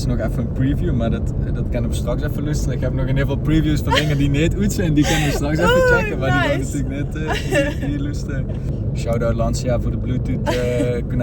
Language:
Limburgish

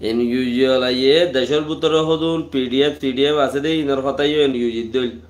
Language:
Rohingya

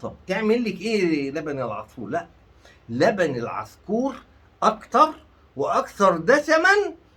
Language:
Egyptian Arabic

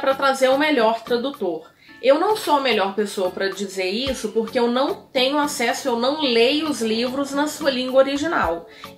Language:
Portuguese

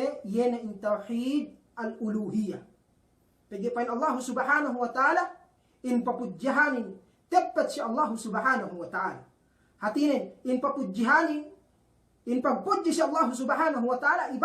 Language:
Yakan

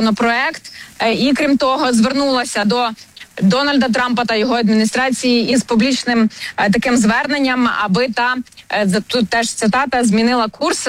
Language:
Ukrainian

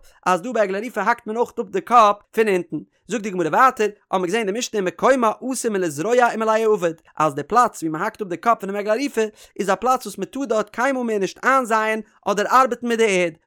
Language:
Yiddish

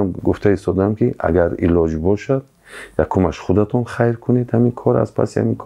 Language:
Tajik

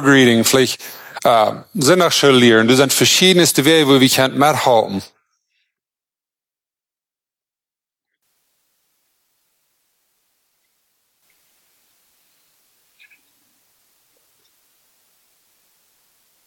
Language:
German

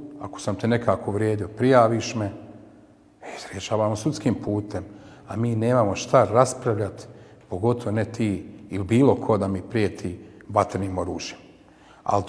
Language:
Bosnian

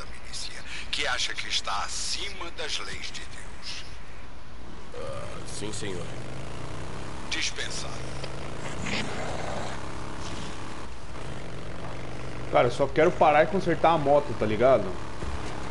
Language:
Portuguese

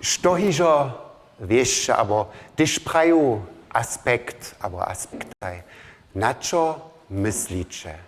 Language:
Upper Sorbian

